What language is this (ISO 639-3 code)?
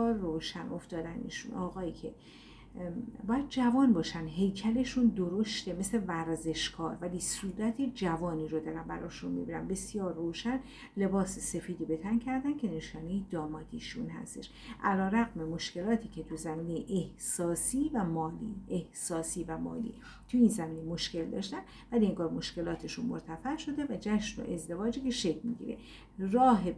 fas